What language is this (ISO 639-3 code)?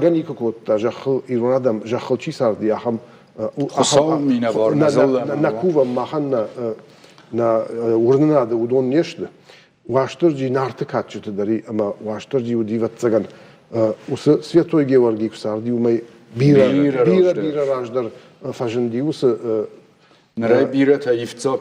oss